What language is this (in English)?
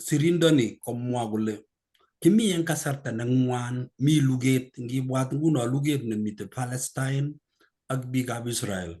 Kalenjin